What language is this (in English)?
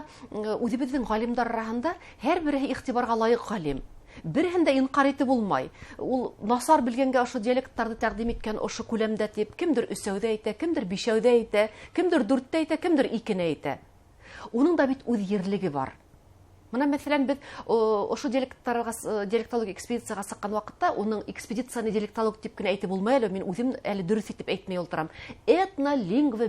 Bashkir